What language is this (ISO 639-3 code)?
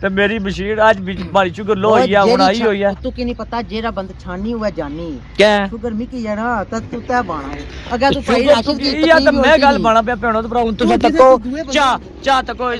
phr